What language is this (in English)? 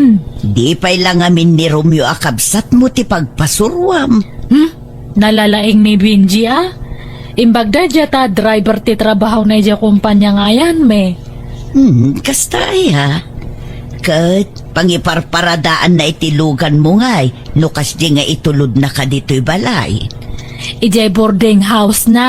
Iloko